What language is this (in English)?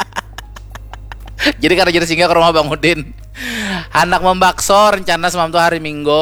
Banjar